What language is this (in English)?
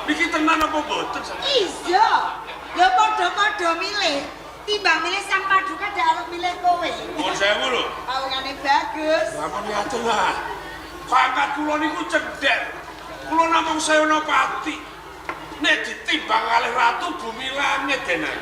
Javanese